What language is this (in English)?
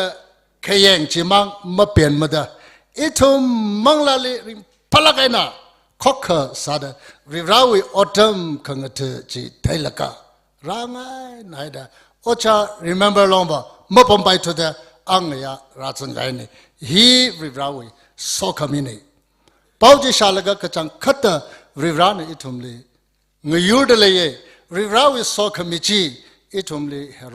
Tangkhul Naga (India)